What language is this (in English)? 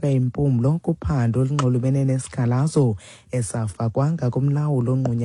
Xhosa